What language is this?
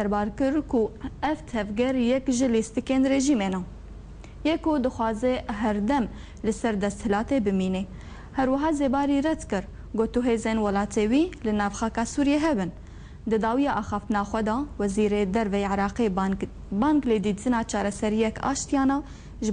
Kurdish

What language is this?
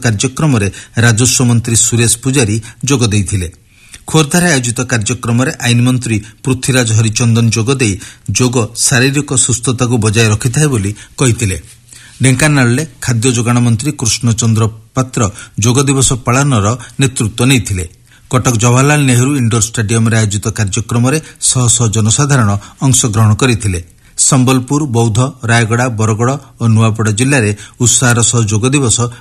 Odia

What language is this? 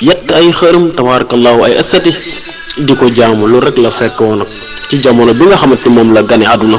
Wolof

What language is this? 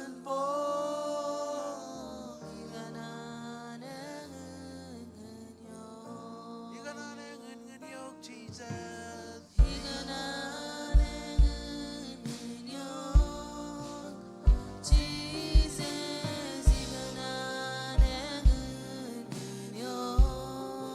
Marshallese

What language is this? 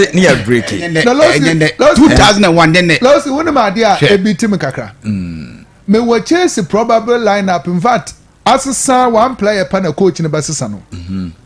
Akan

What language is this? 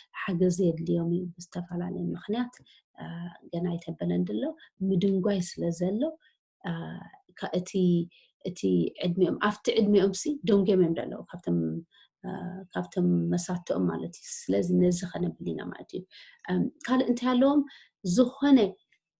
Tigrinya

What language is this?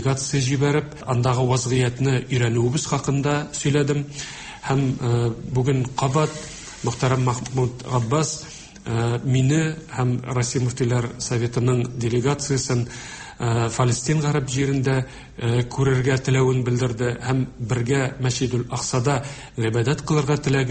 Tatar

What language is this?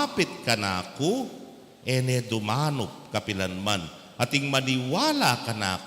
Pampanga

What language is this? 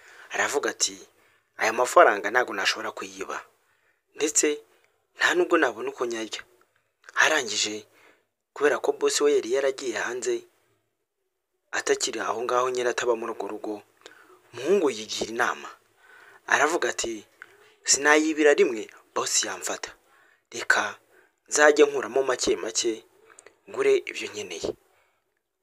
Kinyarwanda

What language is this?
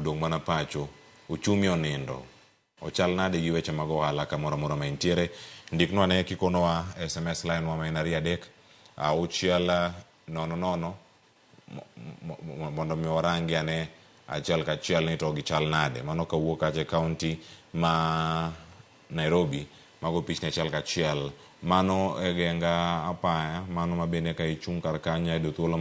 Luo (Kenya and Tanzania)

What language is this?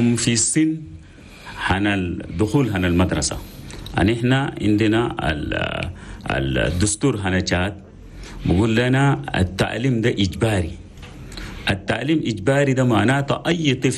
Chadian Arabic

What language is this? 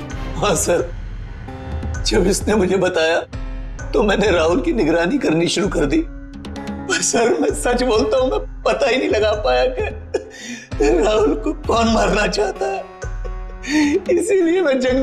Hindi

